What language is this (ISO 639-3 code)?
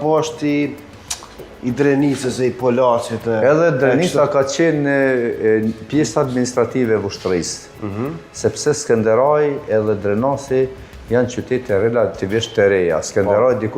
sqi